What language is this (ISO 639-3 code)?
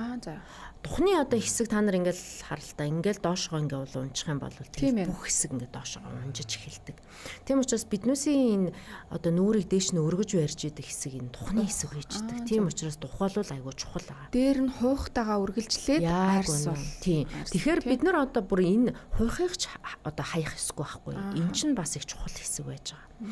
mon